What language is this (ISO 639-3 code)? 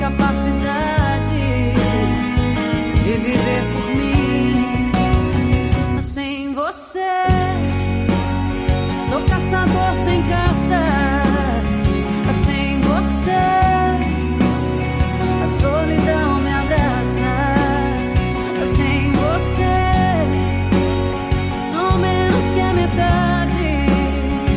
por